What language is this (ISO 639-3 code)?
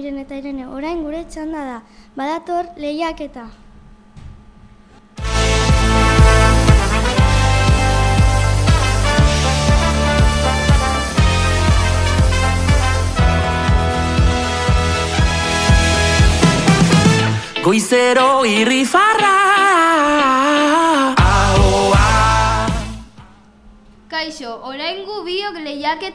eus